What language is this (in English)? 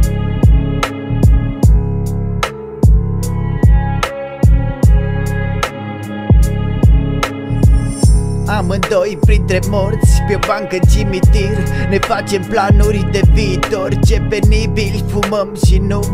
Romanian